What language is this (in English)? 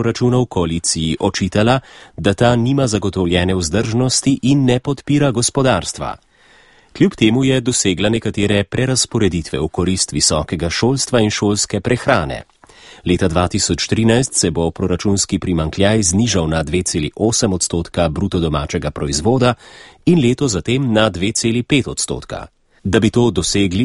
Slovenian